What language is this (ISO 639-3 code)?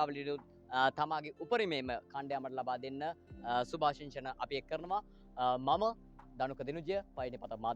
sin